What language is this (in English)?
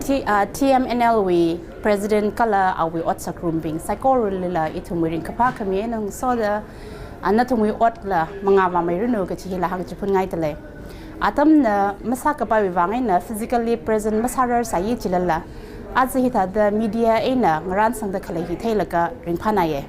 Tangkhul Naga (India)